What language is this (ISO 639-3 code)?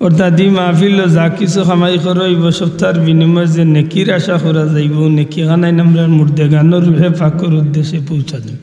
syl